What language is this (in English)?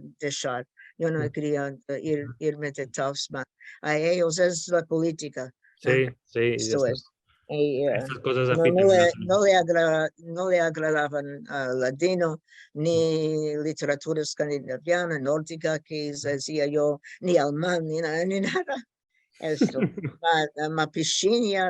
Ladino